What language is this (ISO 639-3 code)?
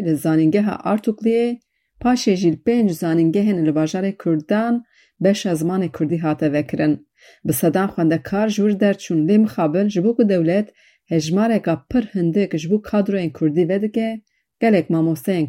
kur